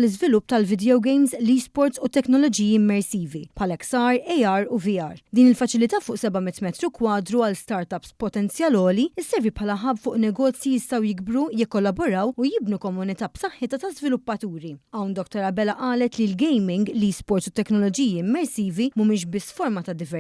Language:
Maltese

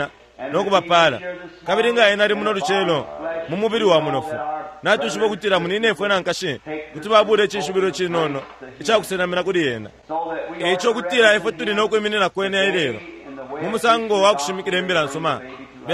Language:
Bemba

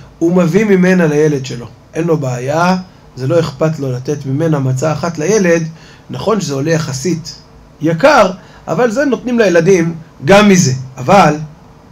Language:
Hebrew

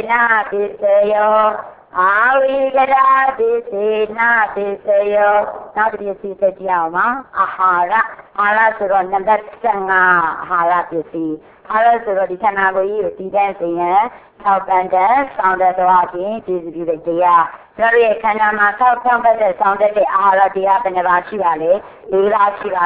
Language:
Burmese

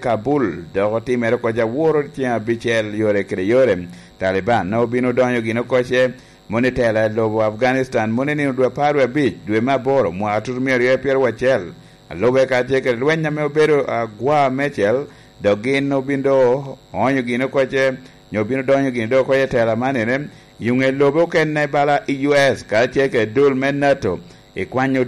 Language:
Lango (Uganda)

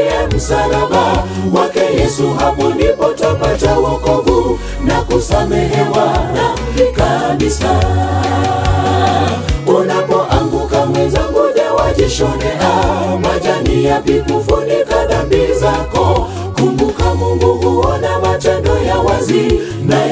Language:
Swahili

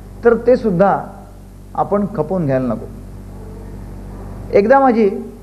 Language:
Marathi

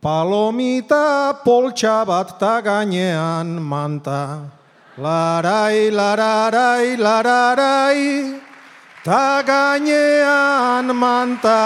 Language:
Basque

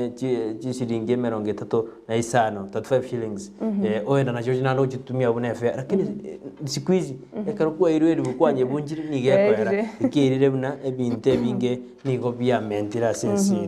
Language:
Gusii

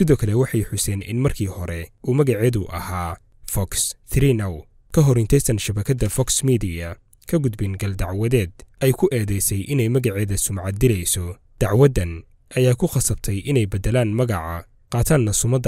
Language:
Somali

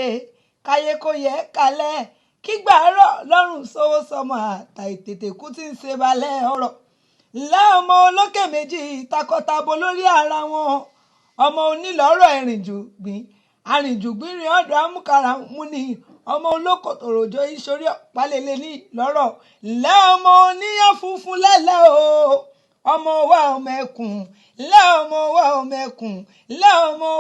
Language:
Yoruba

